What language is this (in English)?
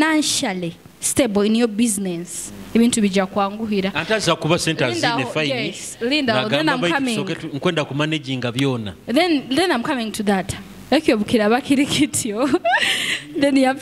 Nyoro